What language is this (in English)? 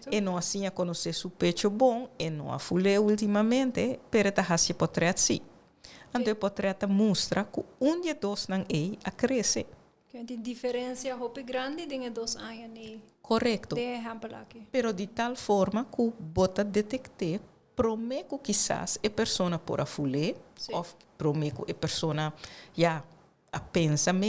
Papiamento